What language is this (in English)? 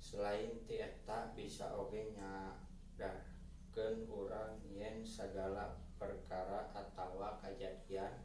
Sundanese